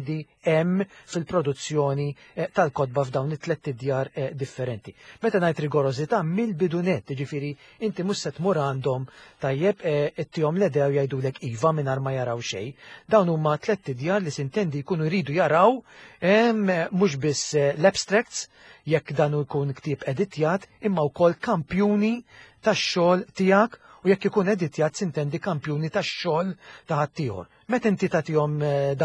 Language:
Maltese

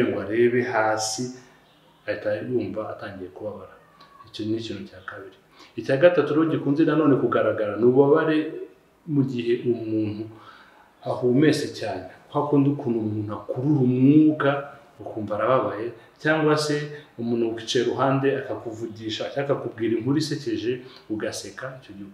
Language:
Kinyarwanda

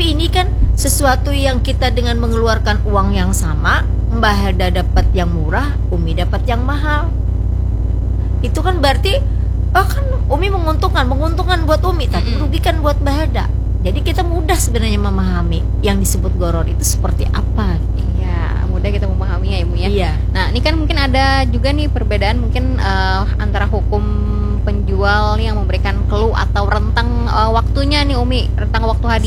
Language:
Indonesian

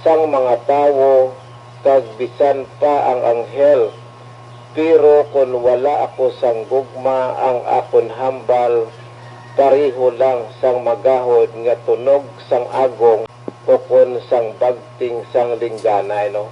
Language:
Hiligaynon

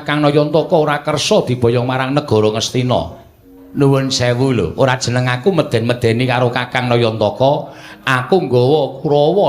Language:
Javanese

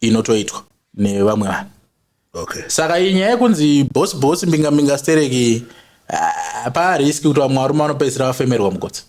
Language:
Shona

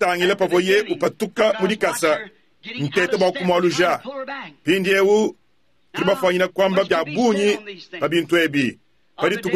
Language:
Luba-Lulua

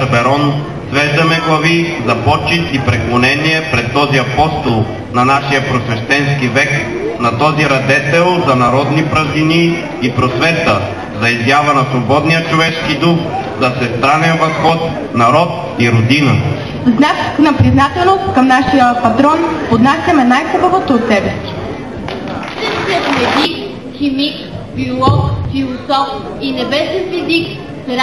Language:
Bulgarian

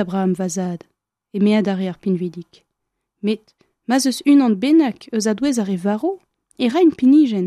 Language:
Breton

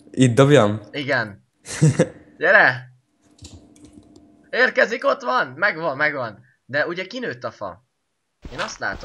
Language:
Hungarian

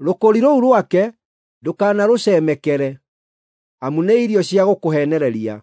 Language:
Kikuyu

